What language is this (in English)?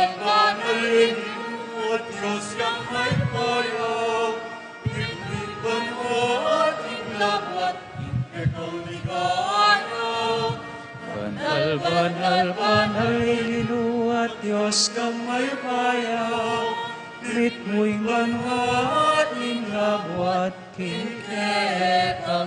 Pampanga